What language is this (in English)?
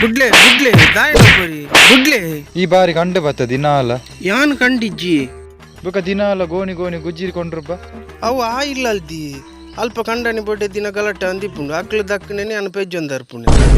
Tulu